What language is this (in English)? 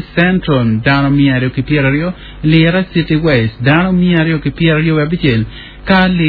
Acoli